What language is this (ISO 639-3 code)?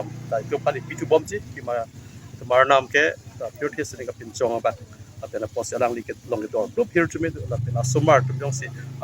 mjw